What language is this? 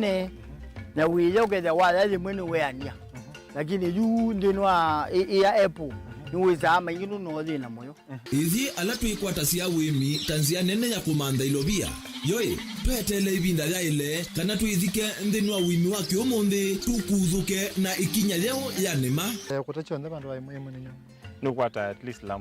Kamba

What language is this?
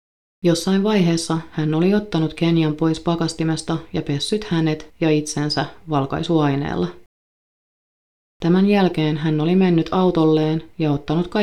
Finnish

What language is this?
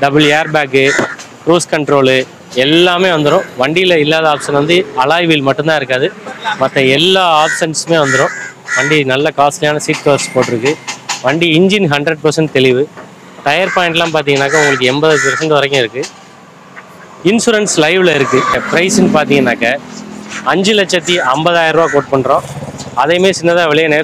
Tamil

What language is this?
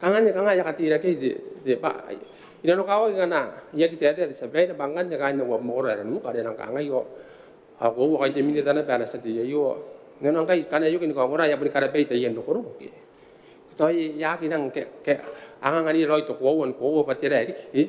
Gilbertese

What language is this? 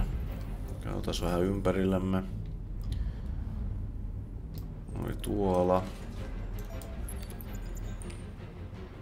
Finnish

